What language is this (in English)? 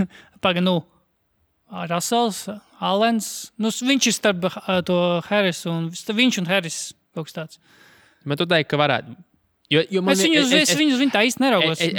Latvian